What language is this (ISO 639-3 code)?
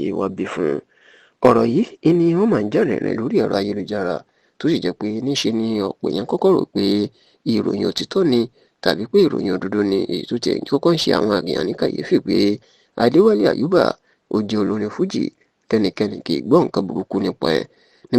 yor